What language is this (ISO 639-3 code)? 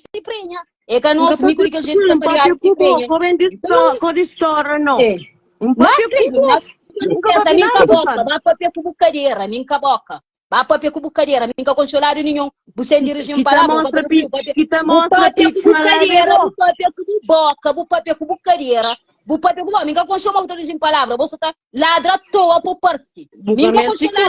kea